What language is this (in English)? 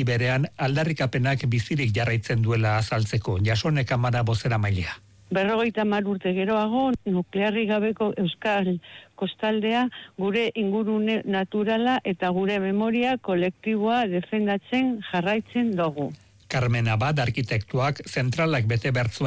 Basque